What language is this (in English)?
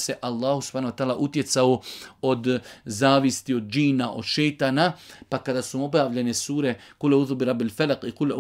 Bosnian